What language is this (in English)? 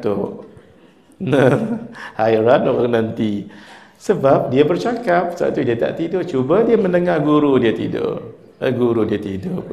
Malay